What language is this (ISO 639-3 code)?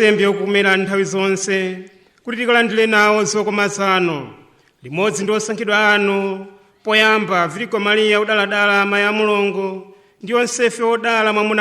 nya